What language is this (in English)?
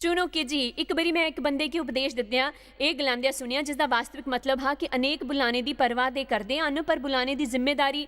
Dogri